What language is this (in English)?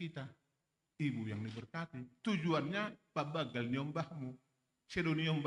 Batak Simalungun